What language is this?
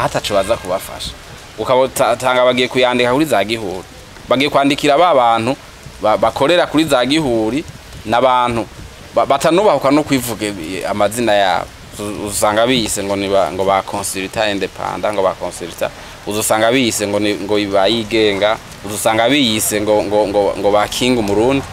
Rundi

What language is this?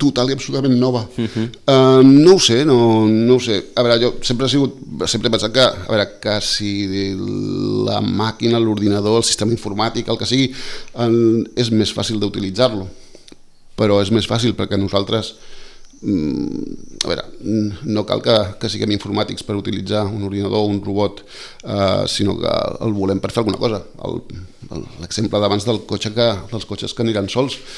Catalan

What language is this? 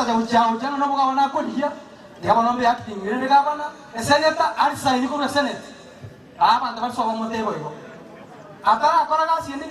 Gusii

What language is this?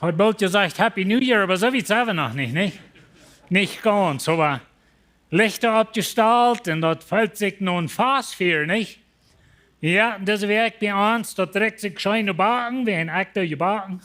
Plautdietsch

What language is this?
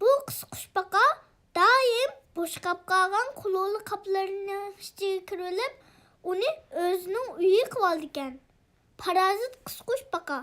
Uyghur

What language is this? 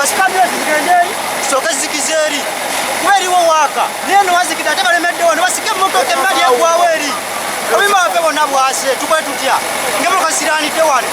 Ganda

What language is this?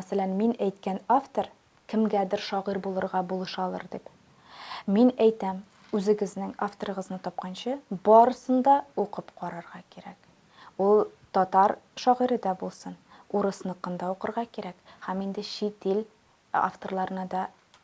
Tatar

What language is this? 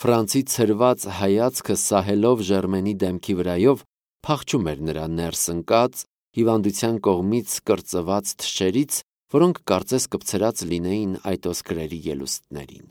Armenian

